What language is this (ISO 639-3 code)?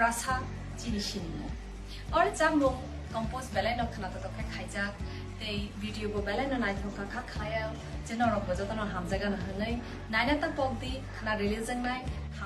trp